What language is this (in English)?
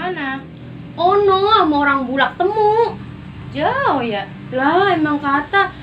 Betawi